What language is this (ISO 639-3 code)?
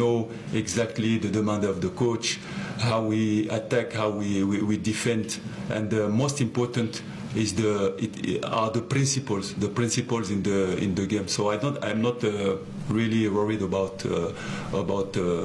eng